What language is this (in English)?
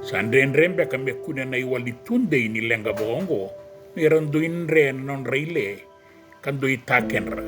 Fijian